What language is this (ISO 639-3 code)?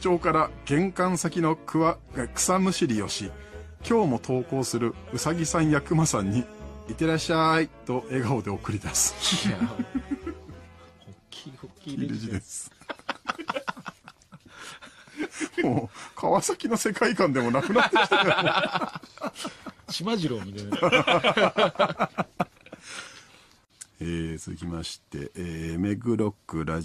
jpn